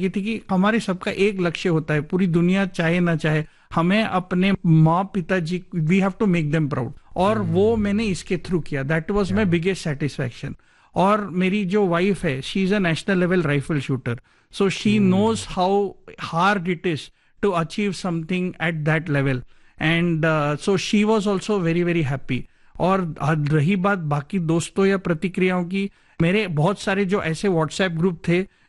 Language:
Hindi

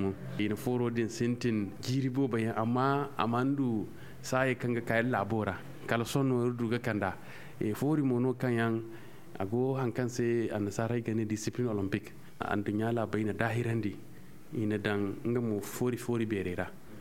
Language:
Zarma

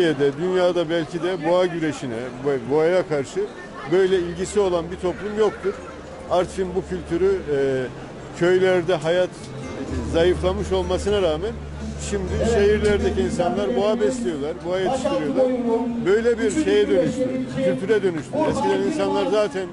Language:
Turkish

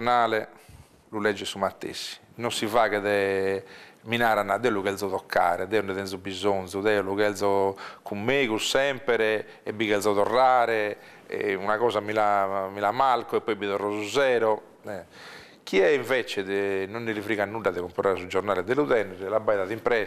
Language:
Sardinian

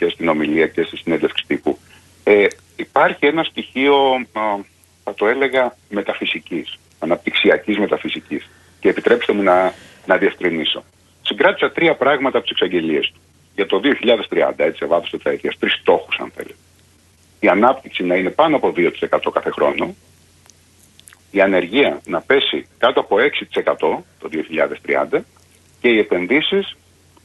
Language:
Greek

